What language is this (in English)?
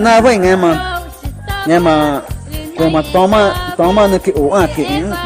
Ticuna